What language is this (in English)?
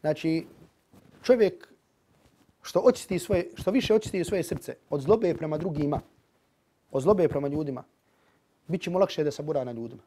Bosnian